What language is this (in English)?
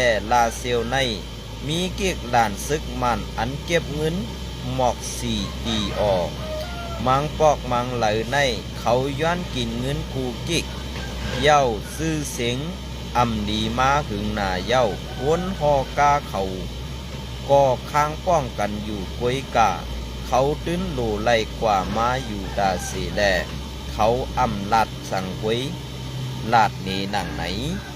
Shan